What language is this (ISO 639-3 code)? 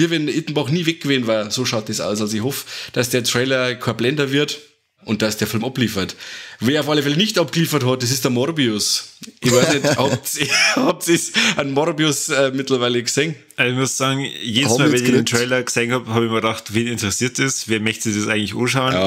bar